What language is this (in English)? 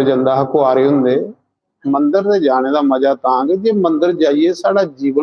Dogri